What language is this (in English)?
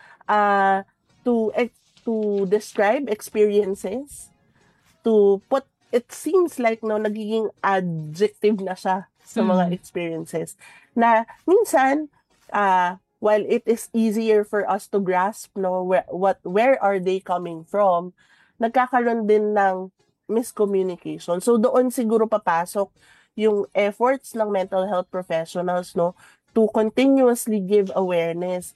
Filipino